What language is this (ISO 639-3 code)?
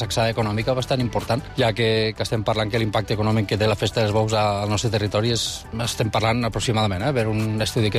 cat